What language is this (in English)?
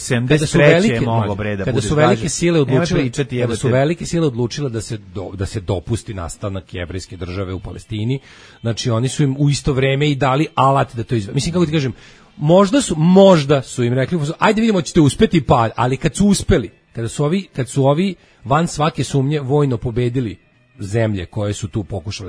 Serbian